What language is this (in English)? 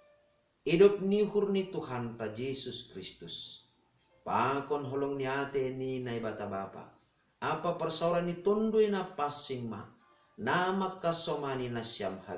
Batak Simalungun